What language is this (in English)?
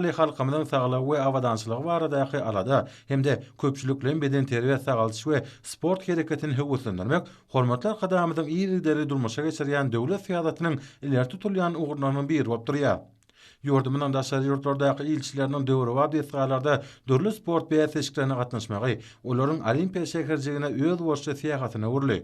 Turkmen